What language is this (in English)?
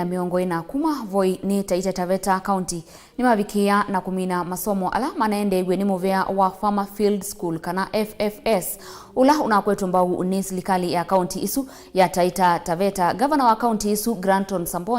Kamba